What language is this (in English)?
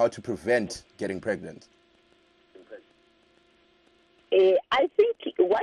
English